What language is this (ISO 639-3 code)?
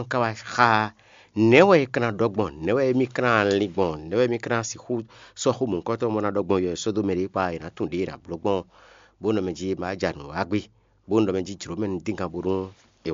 fon